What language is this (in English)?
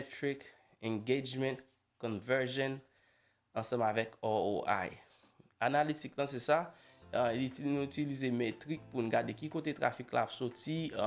Haitian Creole